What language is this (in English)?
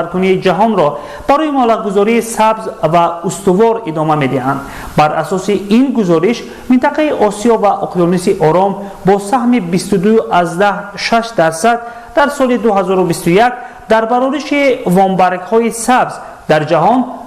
Tajik